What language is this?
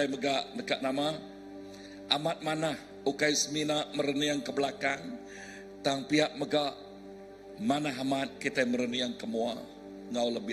Iban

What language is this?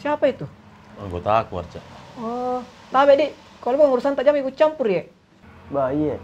Makassar Malay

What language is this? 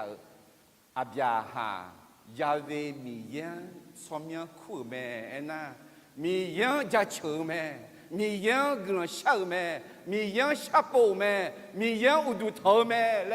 Akha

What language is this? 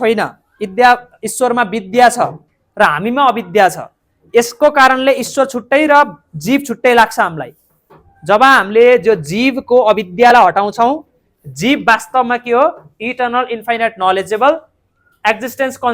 Nepali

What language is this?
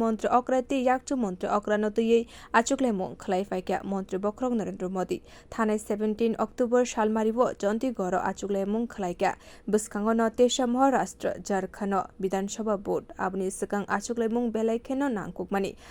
Kok Borok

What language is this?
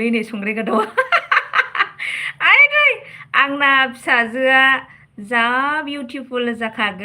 Bodo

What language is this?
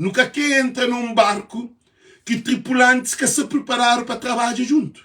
Kabuverdianu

